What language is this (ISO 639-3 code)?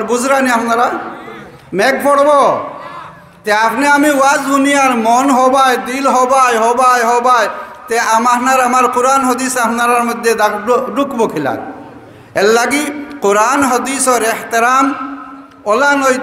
syl